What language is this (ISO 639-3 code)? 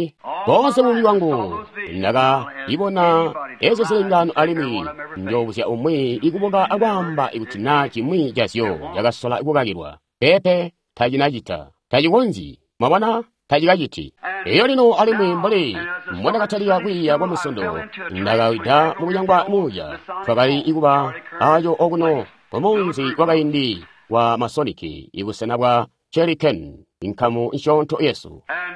toi